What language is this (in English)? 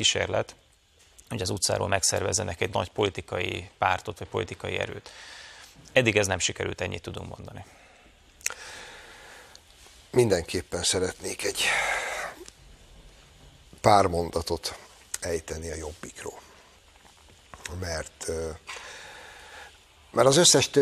Hungarian